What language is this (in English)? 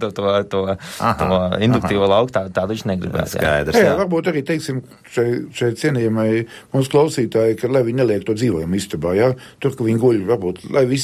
Latvian